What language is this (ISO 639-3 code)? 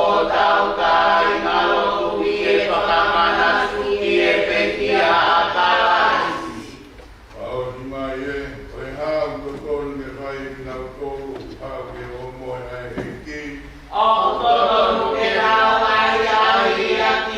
ton